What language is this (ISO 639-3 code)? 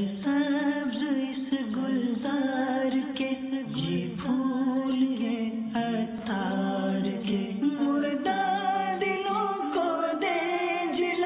urd